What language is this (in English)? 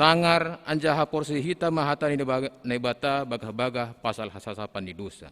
Batak Simalungun